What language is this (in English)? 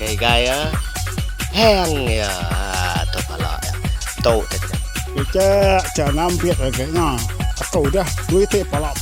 Iban